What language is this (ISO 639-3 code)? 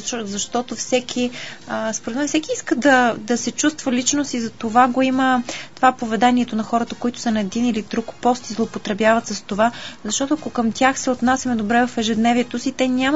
bul